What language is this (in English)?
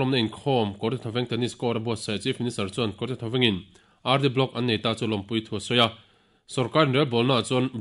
Mizo